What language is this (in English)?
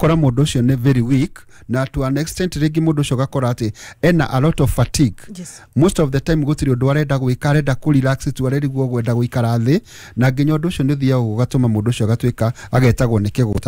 Kikuyu